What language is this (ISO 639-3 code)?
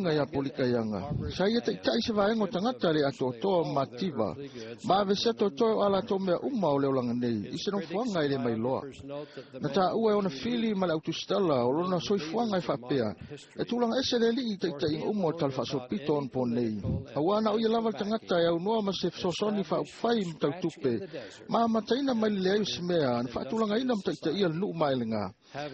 smo